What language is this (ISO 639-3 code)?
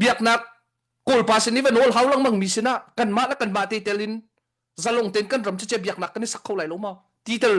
cnh